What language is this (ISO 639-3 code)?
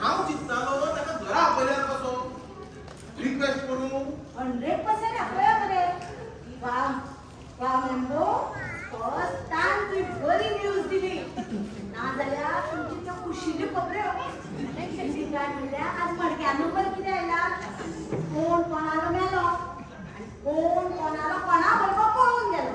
kok